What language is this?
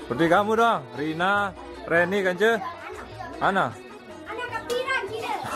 Sasak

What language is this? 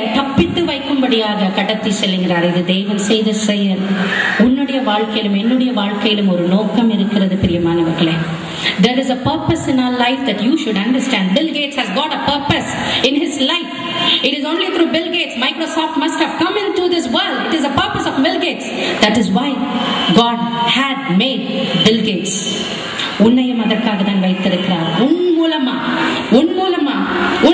Tamil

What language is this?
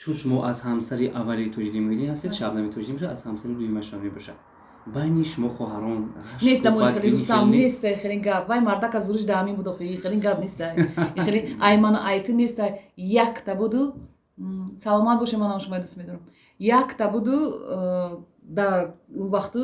Tajik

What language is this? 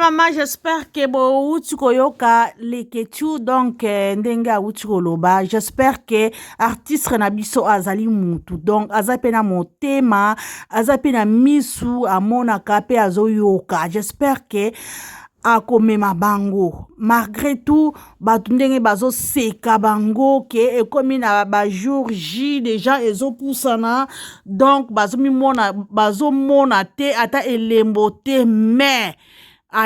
Lingala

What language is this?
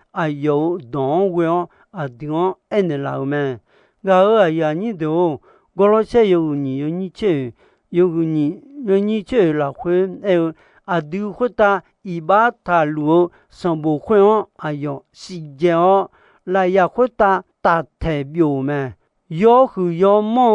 Akha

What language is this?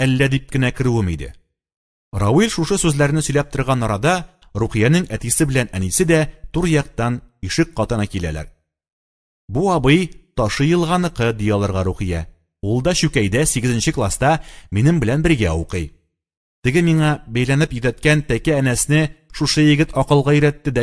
Tatar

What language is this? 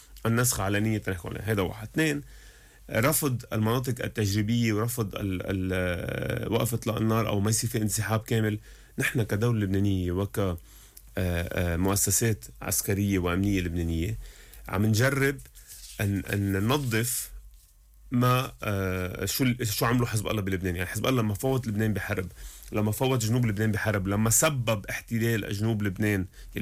North Levantine Arabic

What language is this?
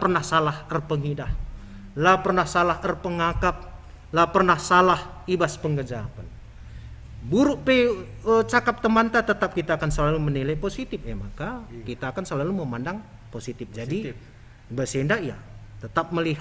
Batak Karo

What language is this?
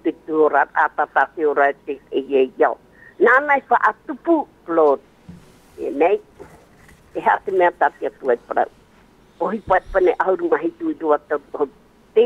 Tahitian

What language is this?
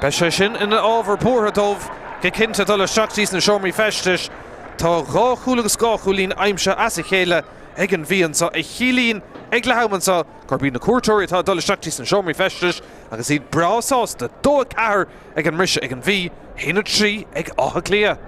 Irish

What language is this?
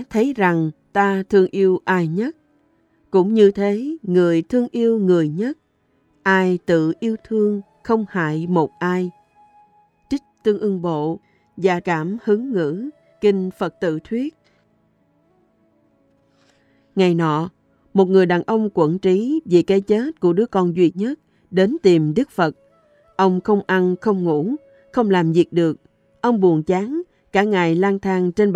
Vietnamese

